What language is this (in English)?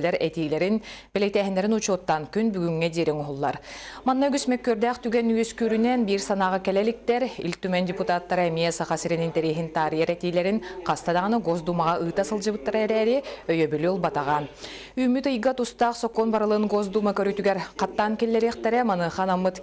Yakut